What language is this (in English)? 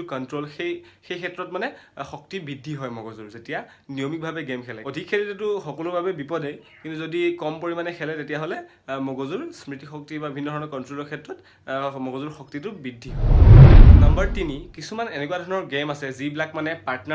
Assamese